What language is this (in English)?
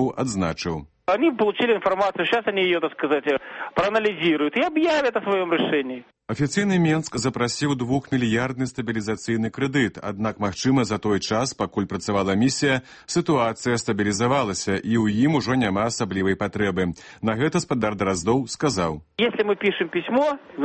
Belarusian